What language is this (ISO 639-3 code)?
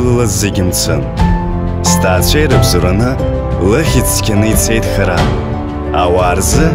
abk